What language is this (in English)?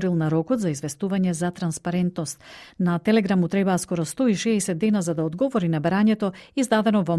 Macedonian